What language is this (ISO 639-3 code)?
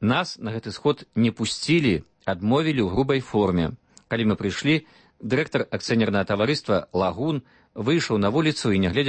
bel